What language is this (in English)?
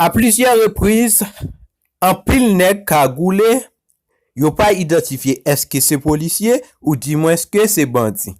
Haitian Creole